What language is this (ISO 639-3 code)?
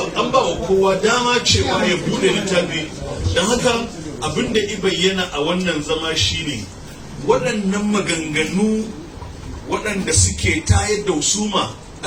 hau